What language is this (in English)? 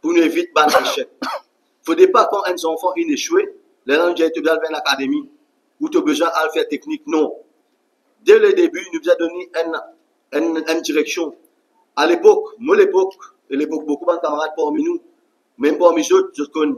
Morisyen